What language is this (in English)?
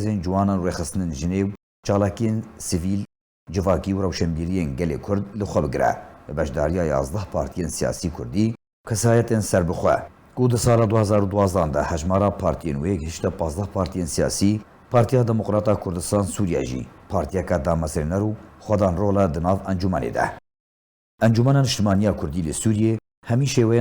Kurdish